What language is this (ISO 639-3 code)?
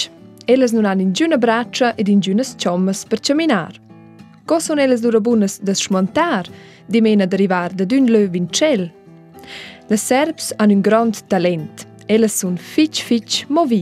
roh